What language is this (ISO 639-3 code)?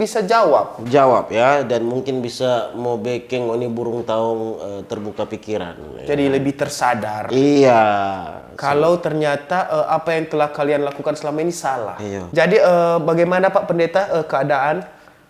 xmm